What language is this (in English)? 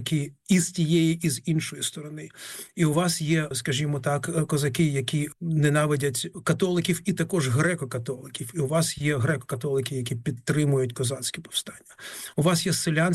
Ukrainian